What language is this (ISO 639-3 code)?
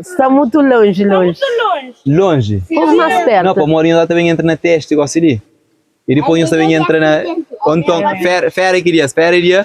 kea